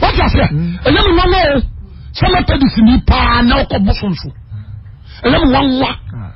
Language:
Akan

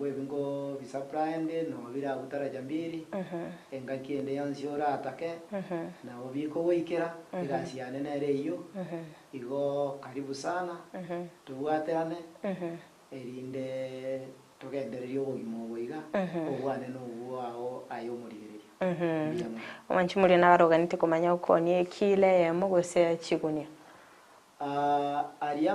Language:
Gusii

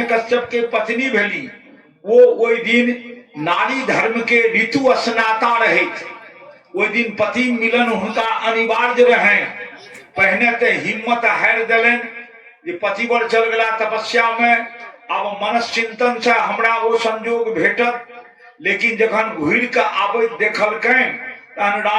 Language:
Maithili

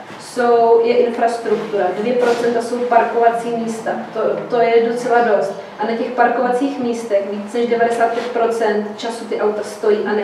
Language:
Czech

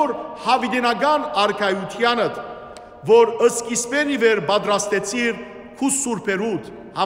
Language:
Western Armenian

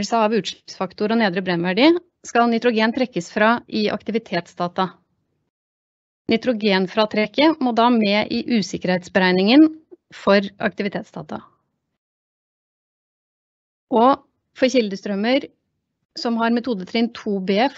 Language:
Norwegian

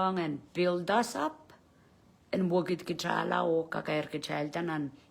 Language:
Pohnpeian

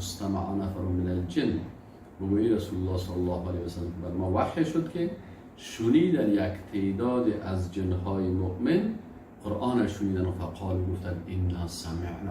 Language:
Persian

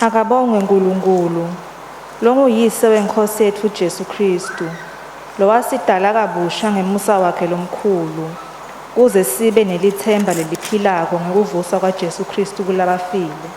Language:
Swati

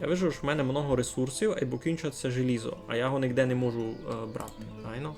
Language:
Rusyn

